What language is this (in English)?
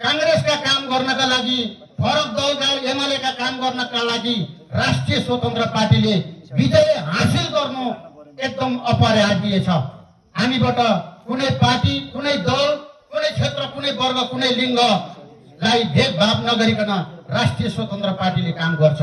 Nepali